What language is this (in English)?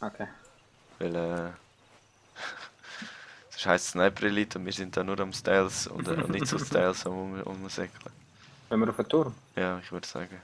Swiss German